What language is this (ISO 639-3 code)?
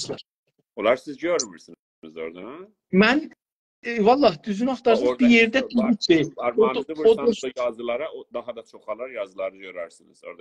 azb